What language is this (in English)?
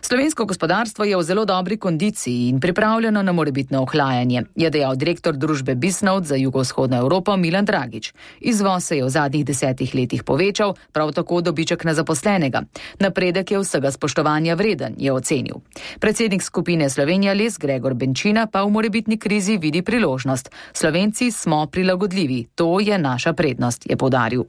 Slovenian